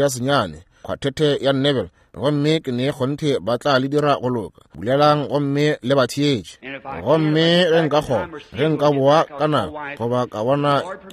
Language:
Northern Sotho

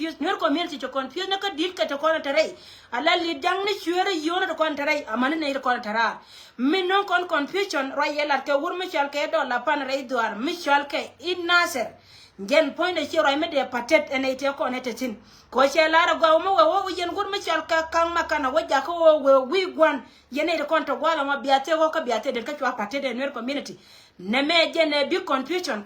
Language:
Nuer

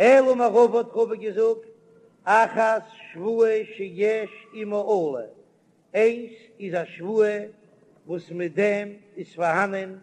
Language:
Yiddish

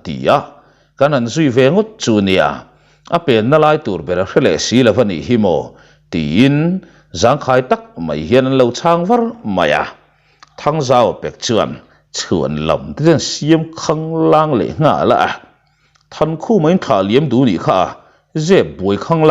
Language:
Mizo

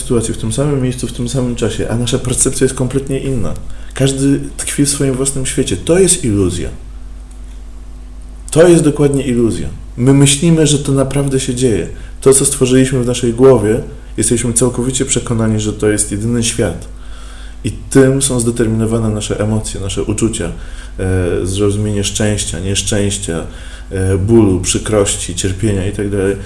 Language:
Polish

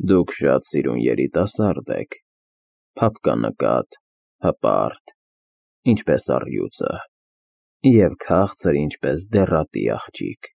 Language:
Armenian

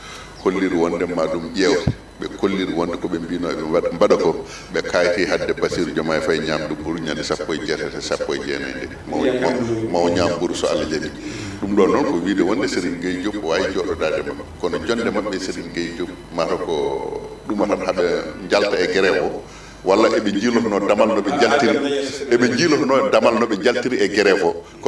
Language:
Fula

